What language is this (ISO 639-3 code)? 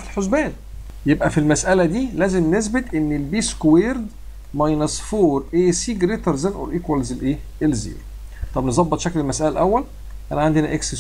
arz